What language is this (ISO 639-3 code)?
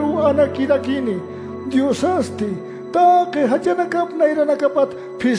aym